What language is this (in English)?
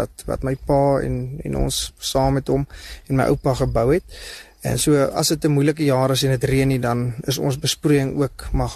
Afrikaans